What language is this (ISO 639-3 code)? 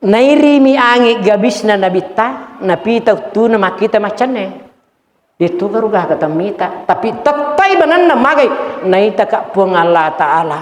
bug